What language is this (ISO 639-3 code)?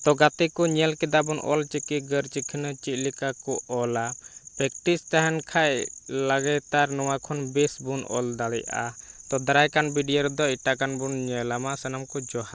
sat